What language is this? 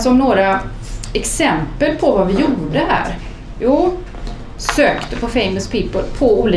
Swedish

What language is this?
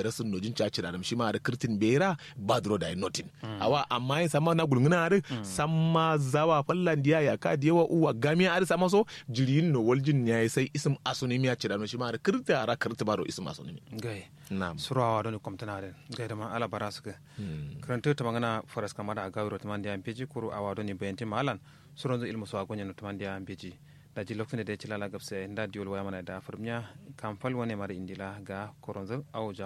Kanuri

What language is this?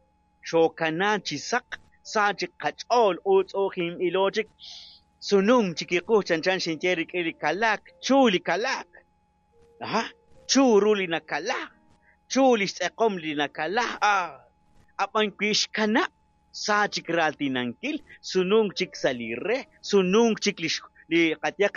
Kekchí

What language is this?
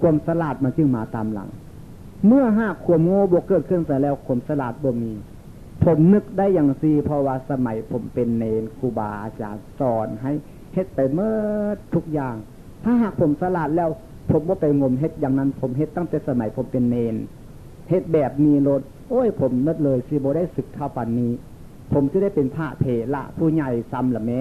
Northeastern Thai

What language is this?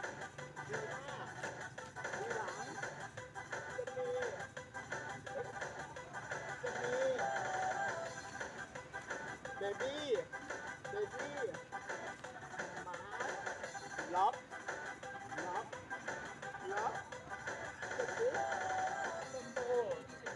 Thai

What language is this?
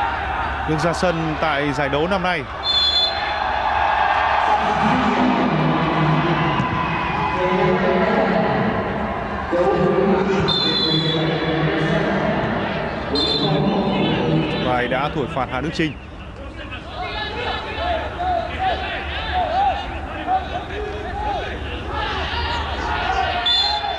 Vietnamese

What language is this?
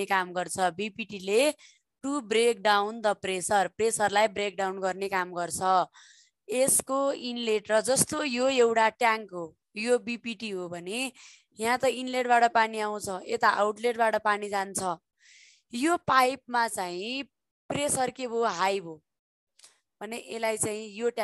Nepali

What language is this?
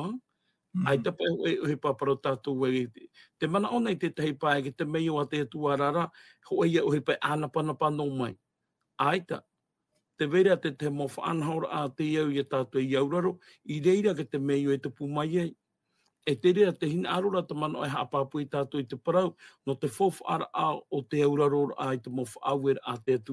Tahitian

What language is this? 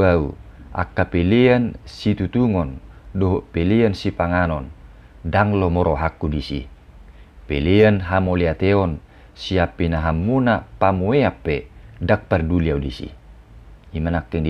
Batak Toba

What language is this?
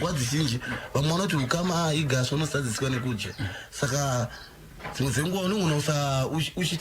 Shona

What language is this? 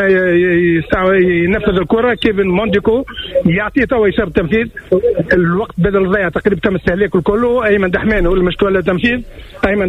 Tunisian Arabic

